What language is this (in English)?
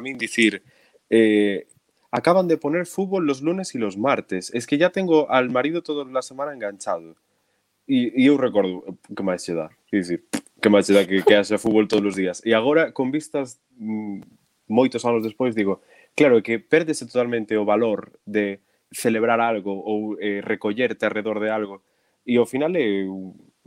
Galician